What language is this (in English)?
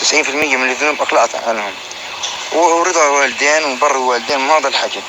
North Levantine Arabic